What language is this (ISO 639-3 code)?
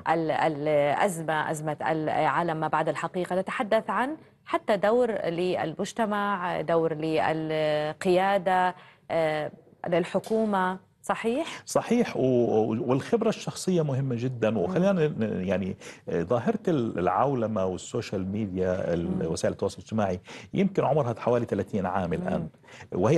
ara